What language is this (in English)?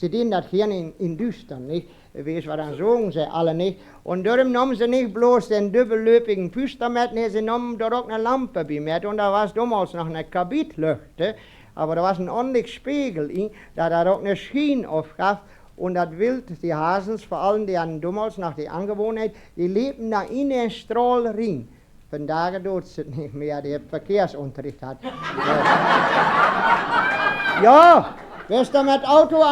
Westphalien